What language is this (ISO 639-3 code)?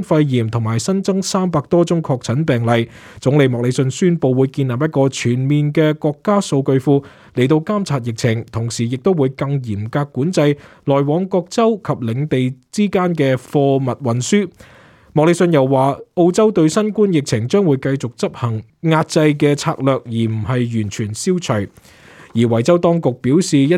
yue